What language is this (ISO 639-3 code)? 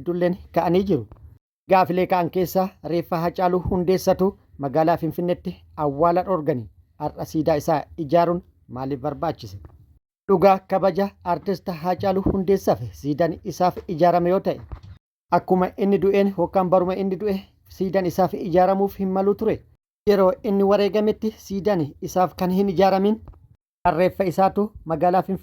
orm